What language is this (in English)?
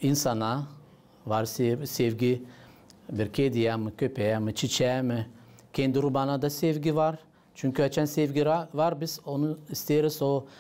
Gagauz